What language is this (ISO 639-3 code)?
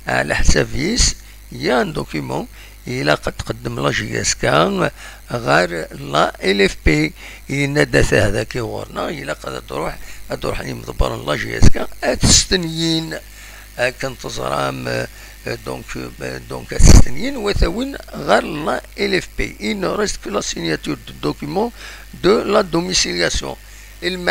kab